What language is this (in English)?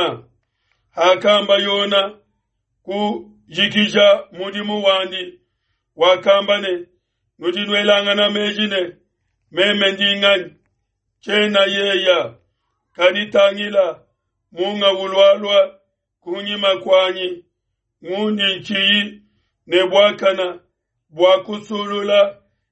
Luba-Lulua